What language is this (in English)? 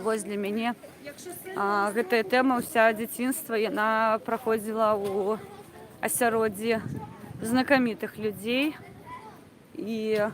Belarusian